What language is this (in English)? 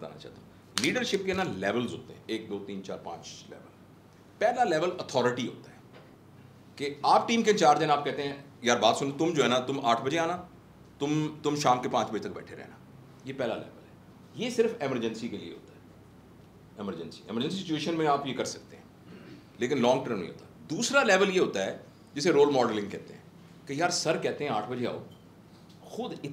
Hindi